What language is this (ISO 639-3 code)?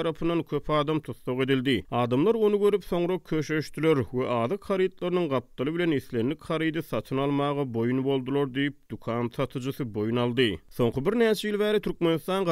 tuk